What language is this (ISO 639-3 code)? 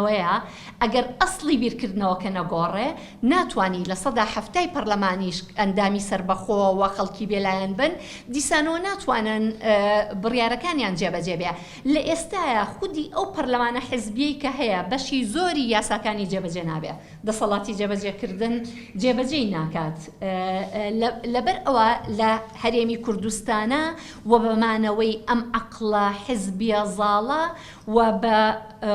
ckb